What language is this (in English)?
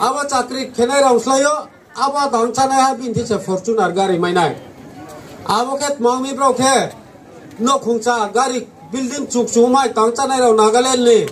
Riang (India)